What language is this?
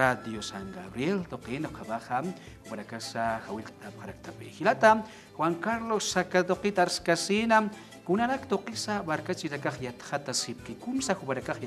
Aymara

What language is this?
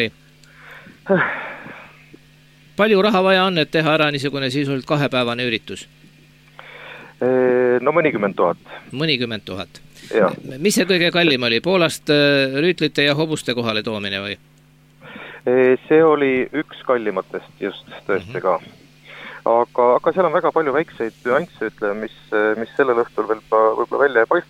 Estonian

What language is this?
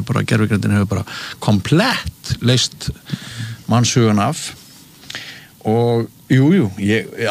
Icelandic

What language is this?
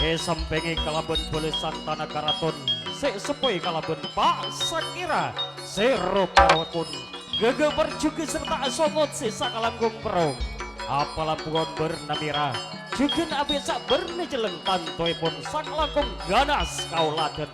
Madurese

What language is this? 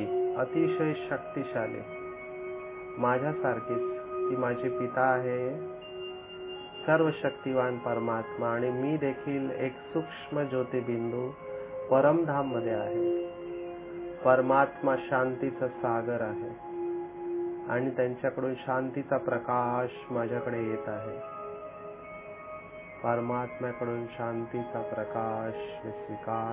Marathi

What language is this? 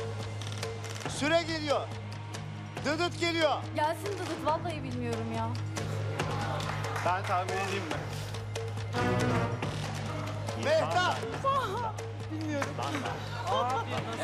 Turkish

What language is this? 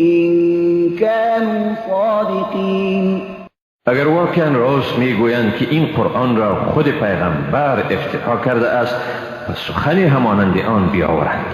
Persian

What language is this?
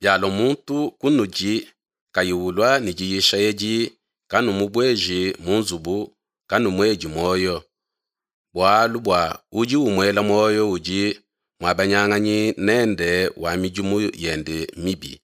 Luba-Lulua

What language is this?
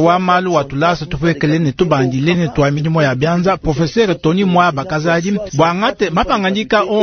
Luba-Lulua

